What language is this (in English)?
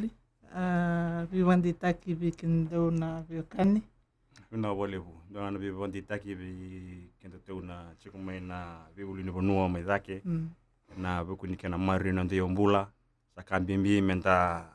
Fijian